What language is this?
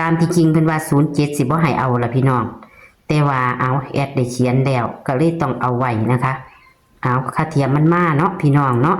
Northeastern Thai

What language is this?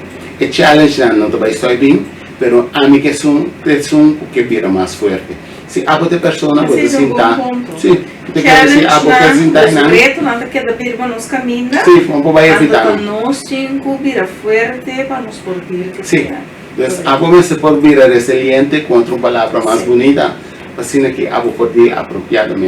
Papiamento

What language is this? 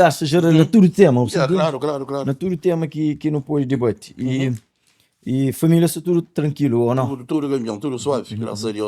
Kabuverdianu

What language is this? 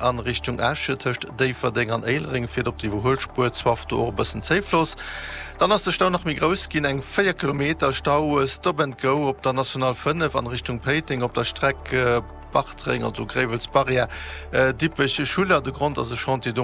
Luxembourgish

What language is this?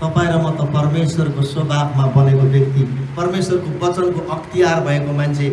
Nepali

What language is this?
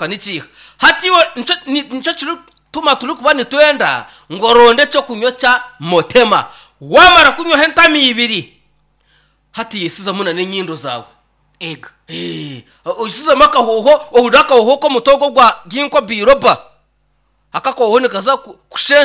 Nyankole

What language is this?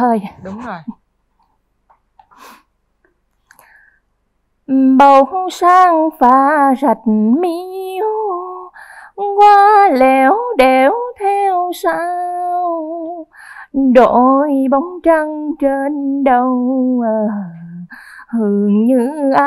Vietnamese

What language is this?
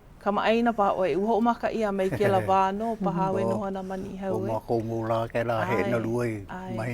Hawaiian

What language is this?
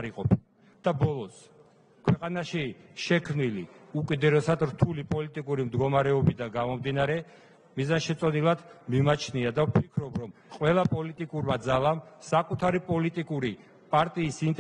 Georgian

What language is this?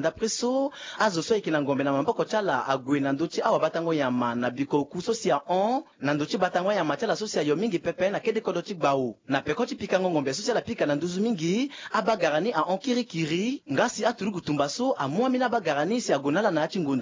Sango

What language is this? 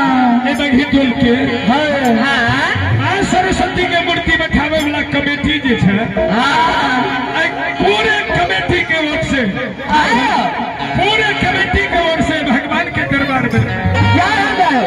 Maithili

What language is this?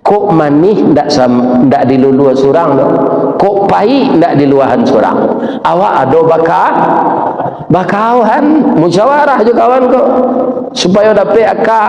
Minangkabau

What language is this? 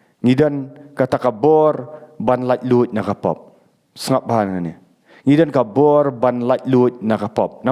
Khasi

